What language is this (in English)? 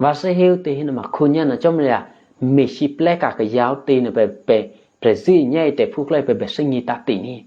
Eastern Kayah